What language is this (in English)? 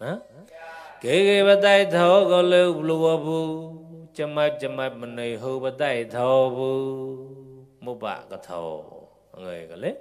Mon